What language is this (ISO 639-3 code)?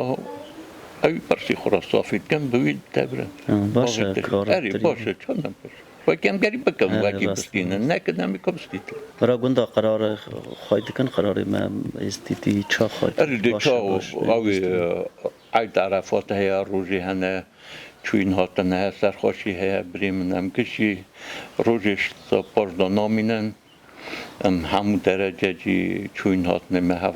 kur